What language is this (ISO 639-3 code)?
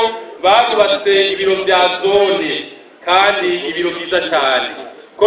run